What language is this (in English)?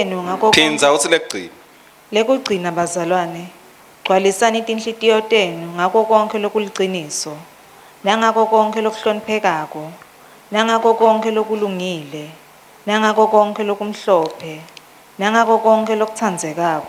Swati